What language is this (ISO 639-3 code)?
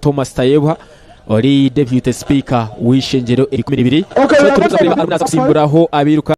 nyn